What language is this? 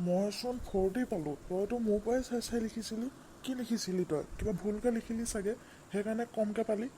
Assamese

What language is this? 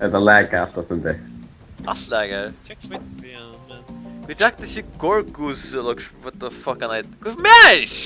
Faroese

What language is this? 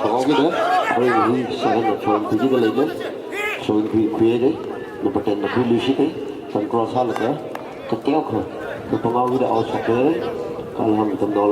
Tangkhul Naga (India)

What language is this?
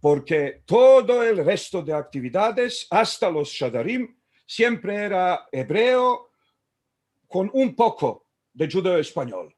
Ladino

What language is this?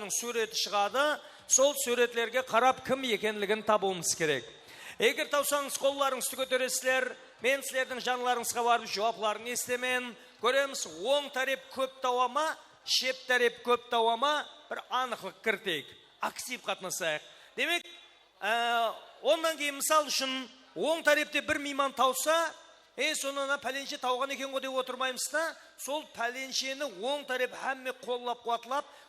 Kara-Kalpak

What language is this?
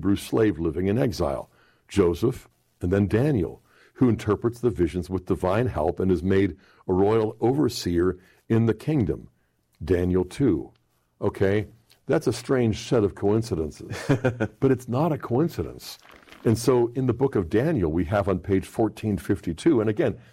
English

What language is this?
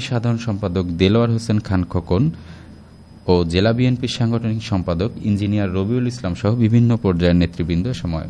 Bangla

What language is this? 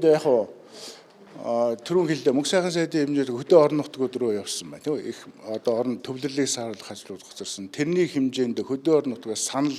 Mongolian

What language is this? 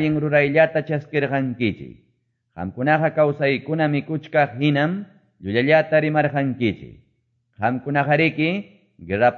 Quechua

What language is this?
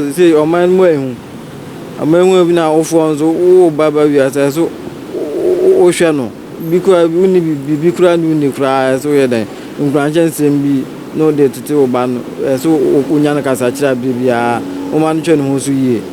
Akan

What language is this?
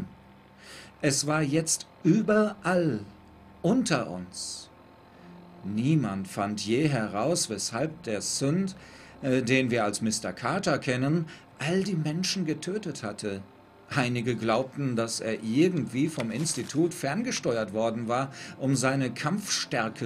German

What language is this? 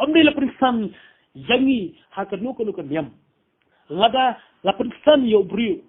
Khasi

